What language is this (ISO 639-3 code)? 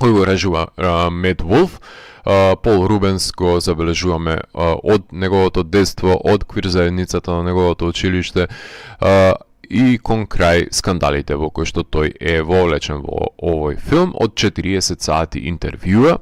mkd